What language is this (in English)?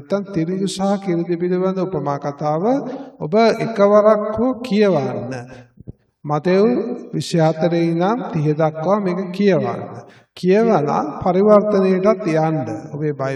Sinhala